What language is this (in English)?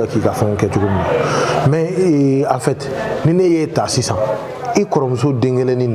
Bambara